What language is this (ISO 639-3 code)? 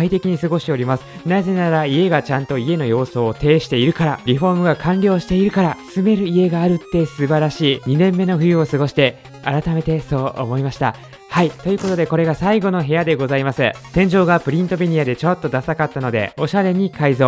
jpn